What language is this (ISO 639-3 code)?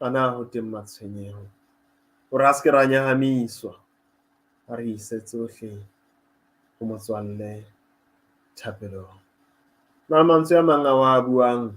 sot